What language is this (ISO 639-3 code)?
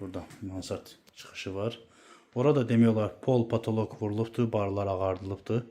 aze